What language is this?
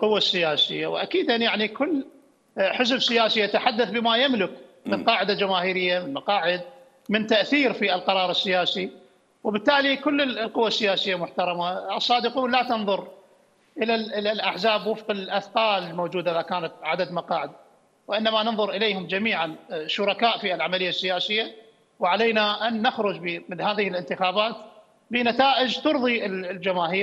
Mesopotamian Arabic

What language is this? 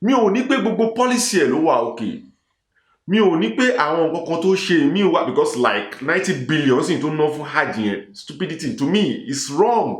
Yoruba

